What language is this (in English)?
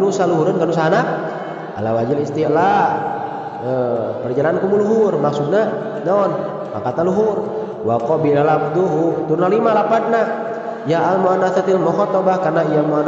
Sundanese